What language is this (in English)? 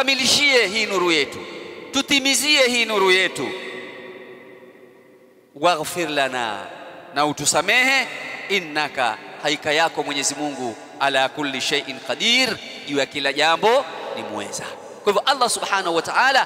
Swahili